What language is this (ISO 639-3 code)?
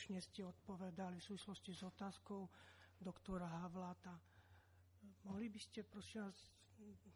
slk